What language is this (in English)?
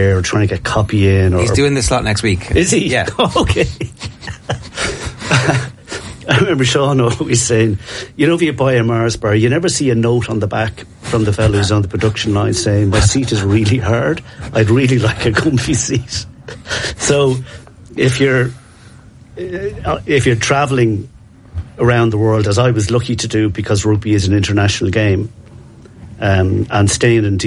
English